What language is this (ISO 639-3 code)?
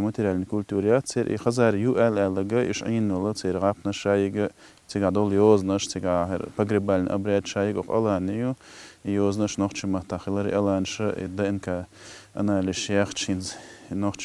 che